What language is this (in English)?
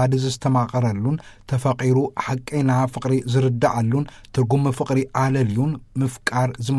Tigrinya